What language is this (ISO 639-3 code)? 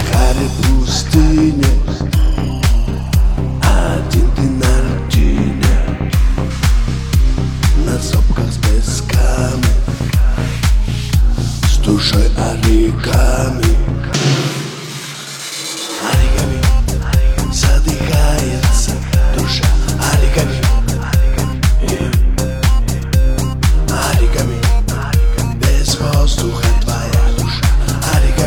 rus